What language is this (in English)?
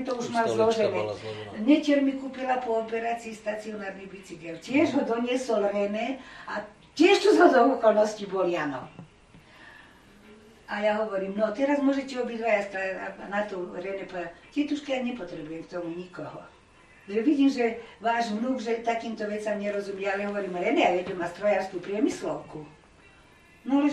Slovak